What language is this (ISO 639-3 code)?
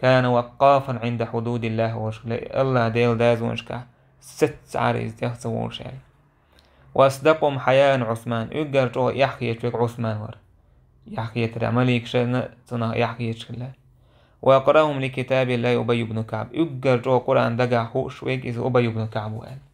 che